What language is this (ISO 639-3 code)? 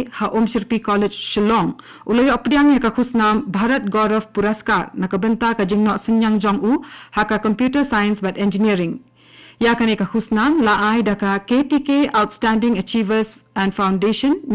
kha